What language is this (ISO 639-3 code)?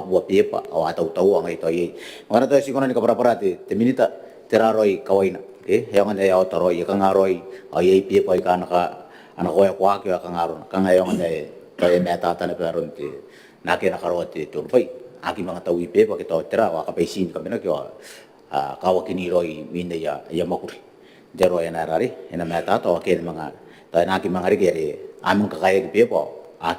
gil